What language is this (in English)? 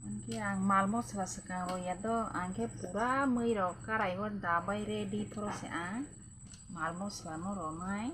Kok Borok